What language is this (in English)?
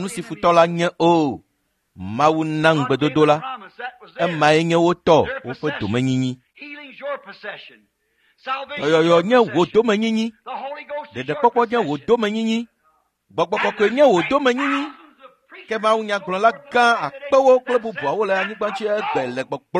Ewe